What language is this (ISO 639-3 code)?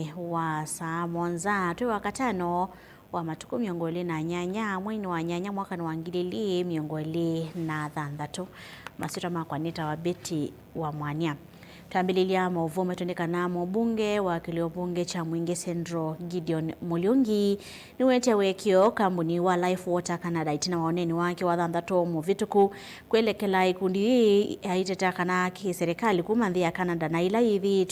kam